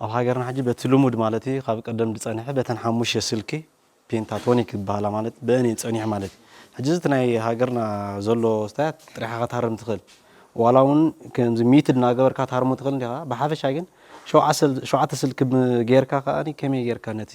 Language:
Tigrinya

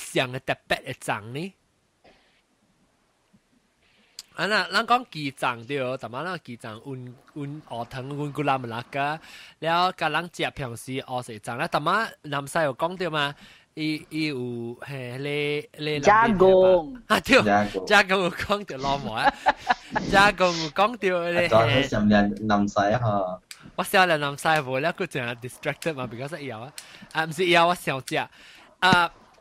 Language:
Min Nan Chinese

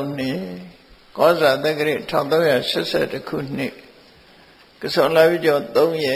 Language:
Burmese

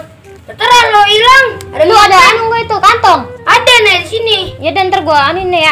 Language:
Betawi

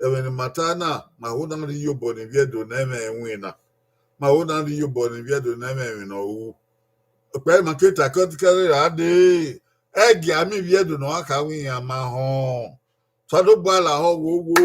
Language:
Bini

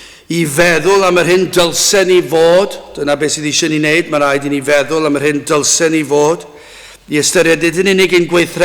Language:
Welsh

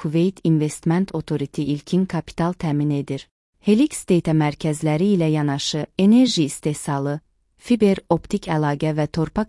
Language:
Azerbaijani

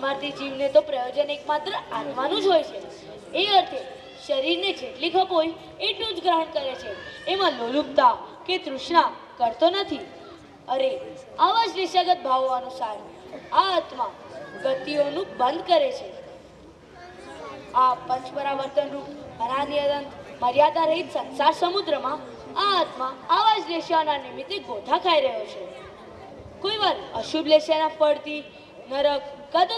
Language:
Gujarati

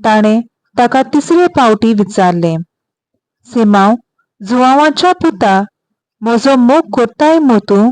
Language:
Konkani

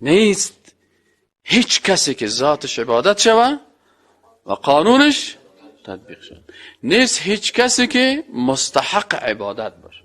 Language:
Persian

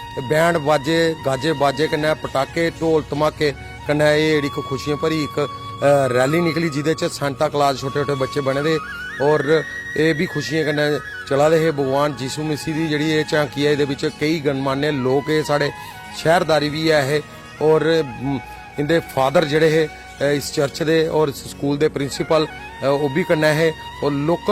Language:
Dogri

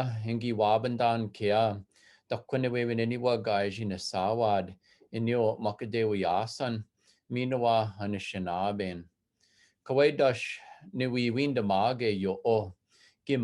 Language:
Chippewa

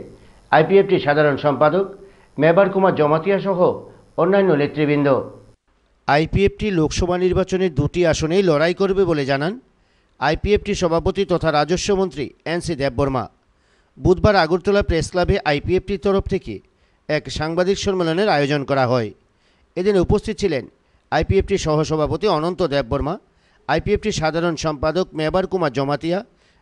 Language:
Bangla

